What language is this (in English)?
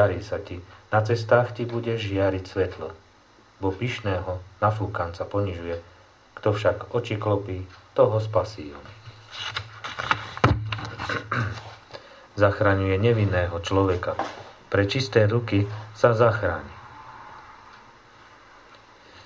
Slovak